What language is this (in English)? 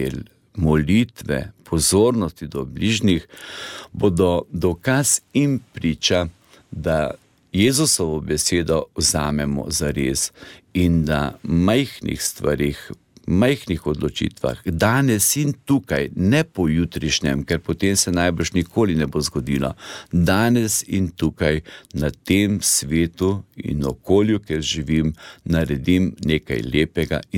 Slovenian